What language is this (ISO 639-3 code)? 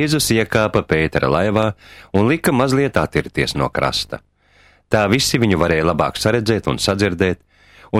lav